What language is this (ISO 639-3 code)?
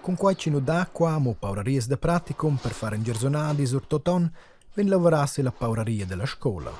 roh